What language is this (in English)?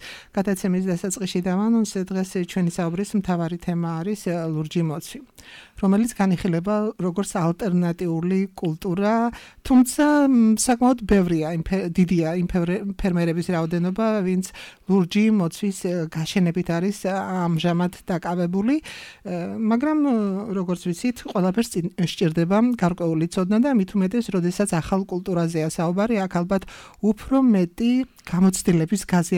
Georgian